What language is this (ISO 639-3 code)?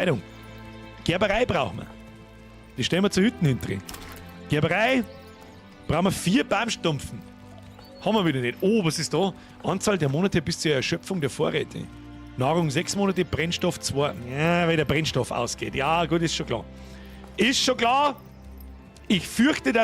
bar